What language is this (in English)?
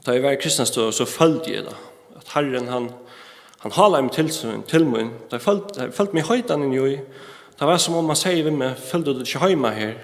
Faroese